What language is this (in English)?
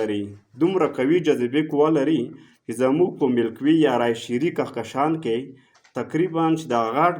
Pashto